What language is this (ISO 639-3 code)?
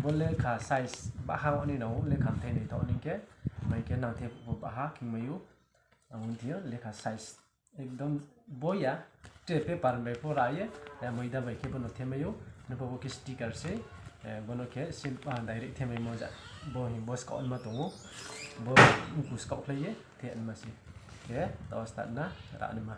ria